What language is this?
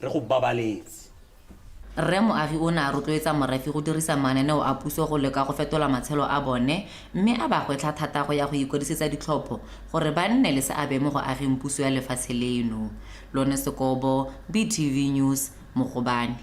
Tswana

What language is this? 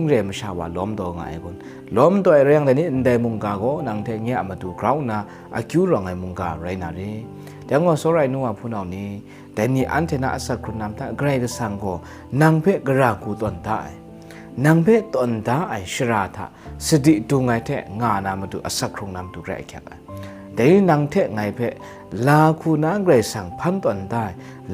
Kachin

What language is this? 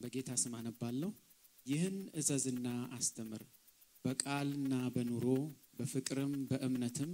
Amharic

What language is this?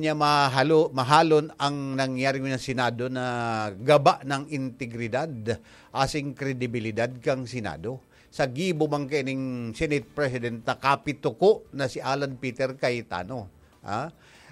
Bikol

